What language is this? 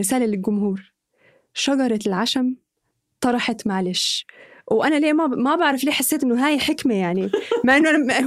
North Levantine Arabic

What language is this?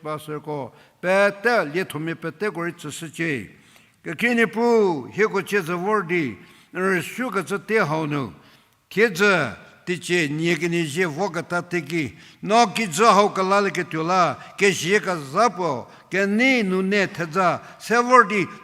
Angami Naga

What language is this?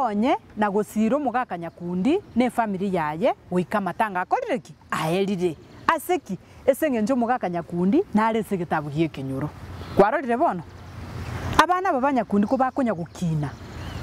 Gusii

